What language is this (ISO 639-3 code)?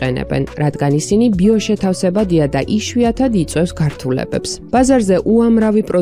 kat